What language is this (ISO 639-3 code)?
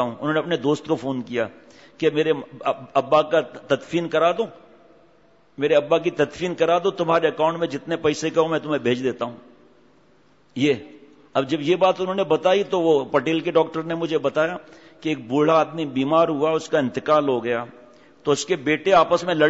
urd